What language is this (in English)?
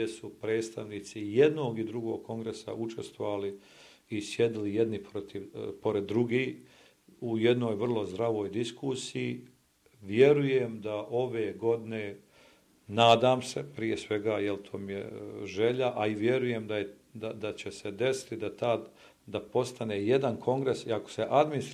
Bosnian